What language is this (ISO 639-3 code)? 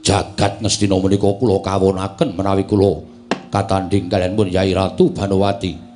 jav